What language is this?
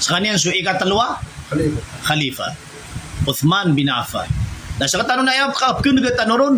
Maranao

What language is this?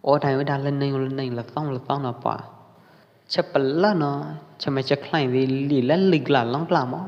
Pwo Eastern Karen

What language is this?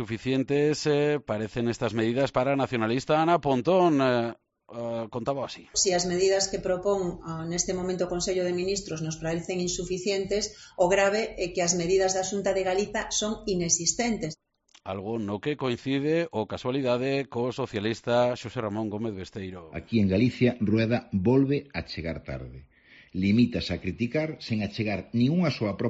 Galician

